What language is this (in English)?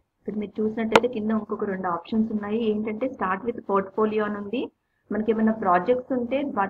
Telugu